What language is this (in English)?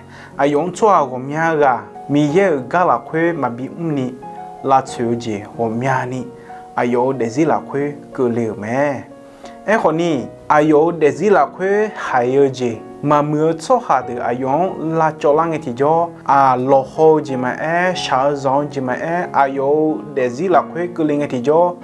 Akha